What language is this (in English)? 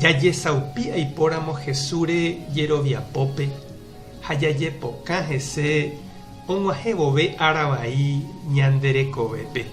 Guarani